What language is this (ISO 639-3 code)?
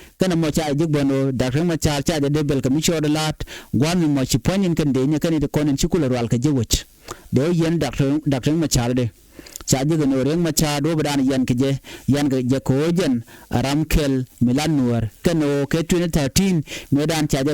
nus